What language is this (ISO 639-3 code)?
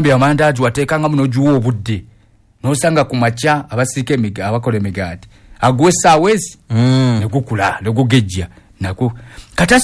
lug